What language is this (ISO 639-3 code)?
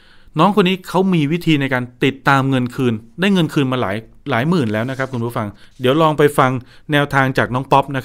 tha